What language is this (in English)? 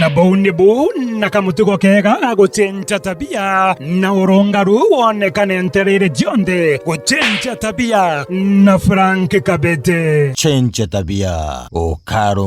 Meru